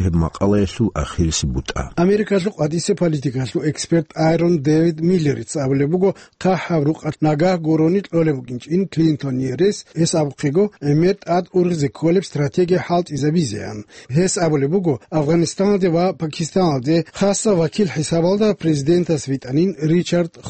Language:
Avaric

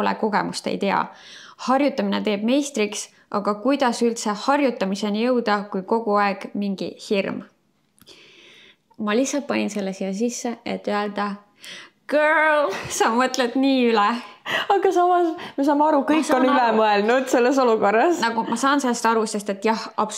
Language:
Estonian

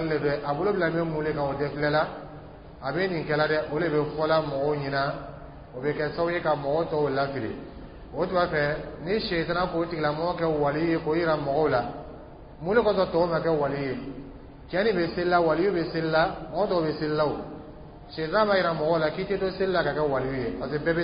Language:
Dyula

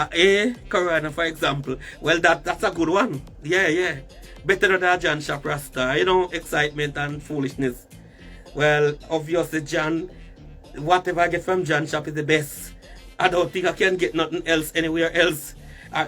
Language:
Jamaican Creole English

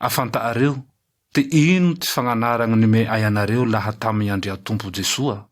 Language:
Malagasy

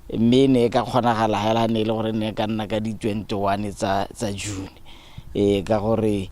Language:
Tswana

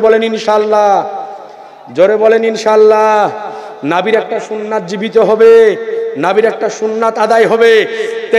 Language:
Bangla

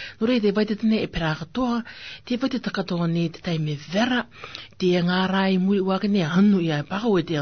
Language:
Rarotongan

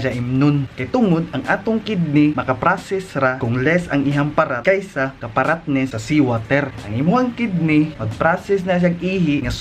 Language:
Cebuano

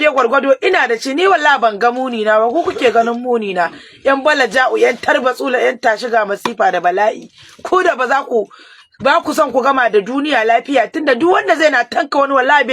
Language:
Hausa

